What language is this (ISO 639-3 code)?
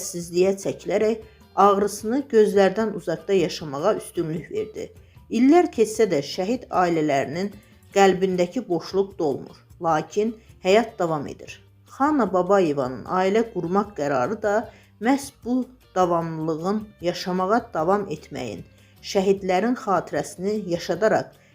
aze